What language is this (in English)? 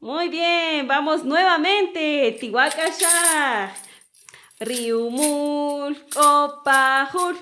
Kaqchikel